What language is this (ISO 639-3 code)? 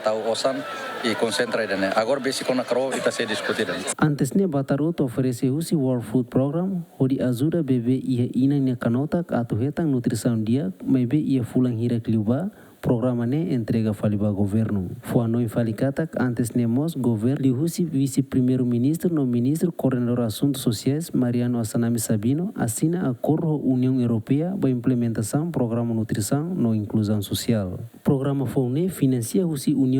tet